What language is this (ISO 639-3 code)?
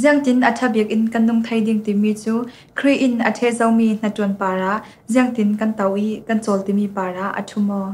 cfm